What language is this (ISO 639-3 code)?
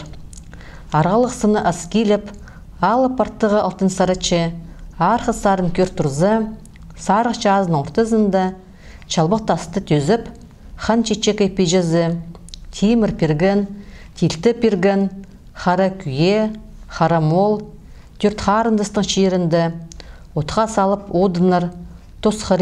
kjh